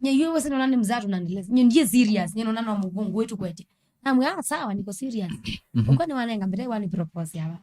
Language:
Kamba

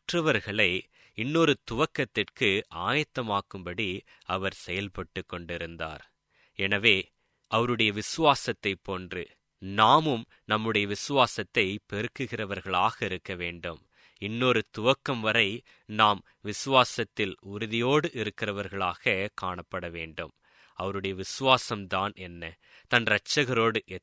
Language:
Tamil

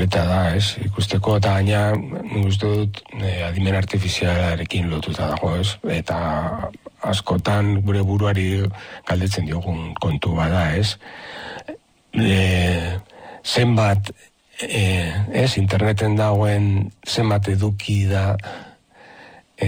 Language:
Basque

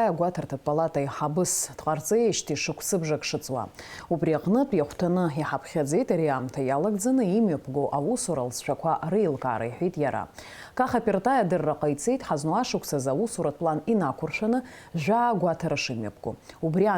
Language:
Abkhazian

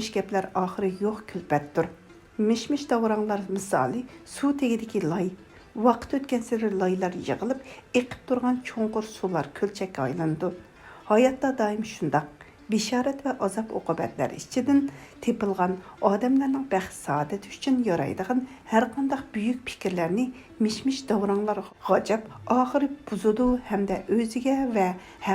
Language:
Uyghur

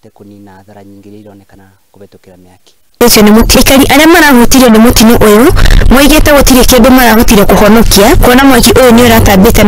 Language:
Kikuyu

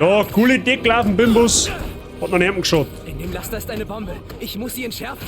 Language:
Bavarian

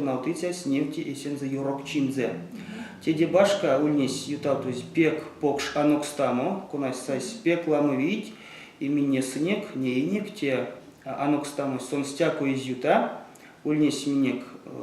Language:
Erzya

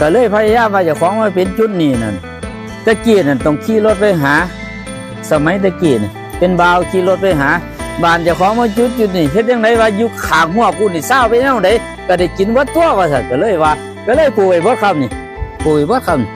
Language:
Northeastern Thai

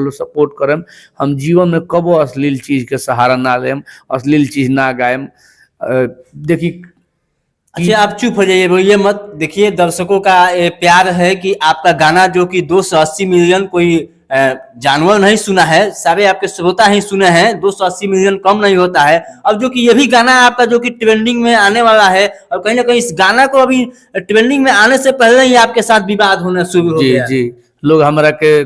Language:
Bhojpuri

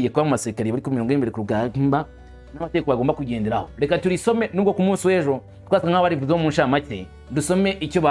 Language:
Kinyarwanda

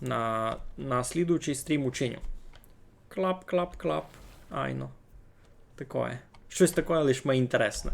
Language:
Rusyn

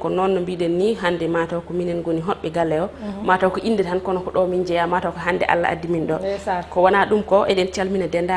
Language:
Fula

